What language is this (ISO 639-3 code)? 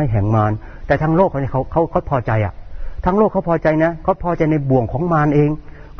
tha